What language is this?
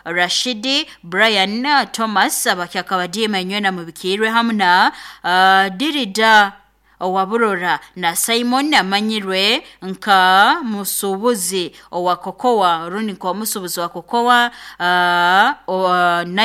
Nyoro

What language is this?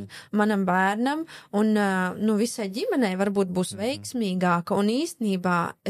Latvian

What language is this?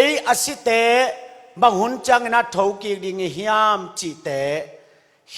Tedim Chin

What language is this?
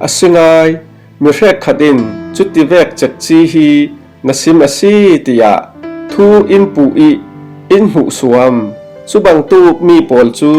Falam Chin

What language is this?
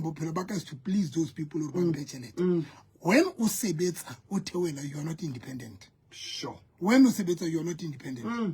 Southern Sotho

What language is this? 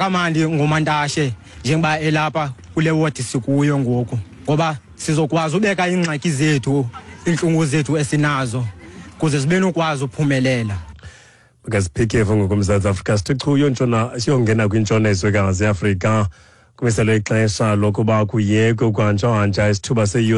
Xhosa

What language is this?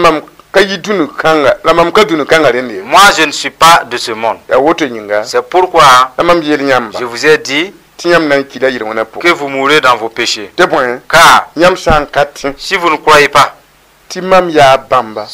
Mossi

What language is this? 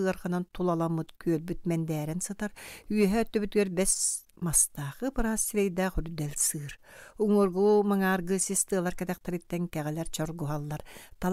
Yakut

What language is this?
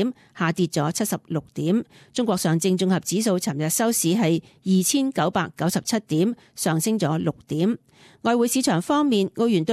Cantonese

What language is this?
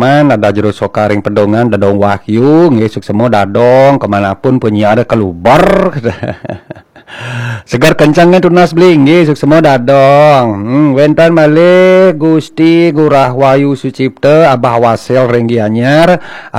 Balinese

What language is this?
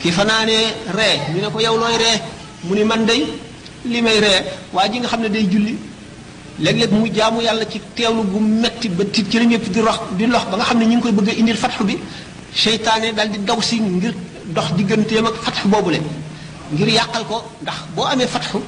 Wolof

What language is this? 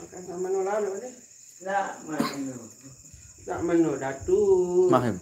Sasak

